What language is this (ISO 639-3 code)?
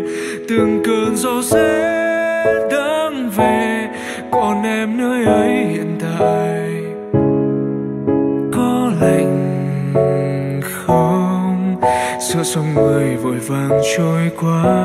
vie